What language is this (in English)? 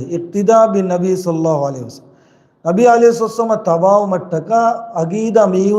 Divehi